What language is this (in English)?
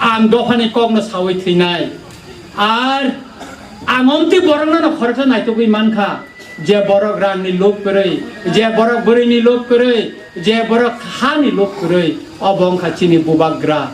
Kok Borok